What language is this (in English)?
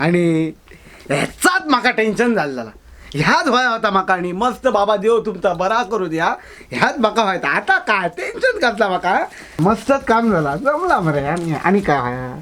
Konkani